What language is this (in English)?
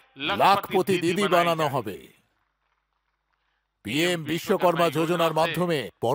Bangla